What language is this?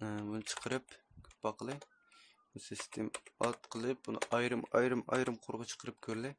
Uyghur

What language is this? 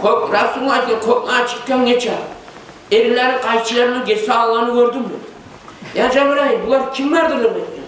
Kumyk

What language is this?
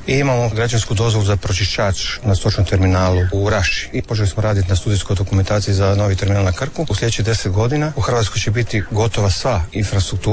Croatian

